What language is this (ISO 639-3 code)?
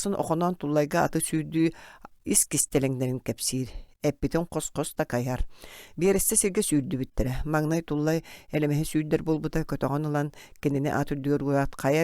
sah